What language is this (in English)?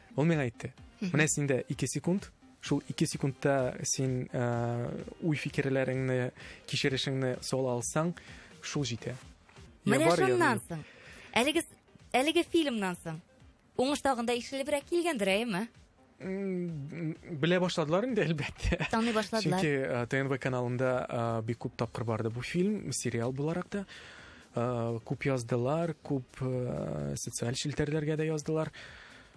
Tatar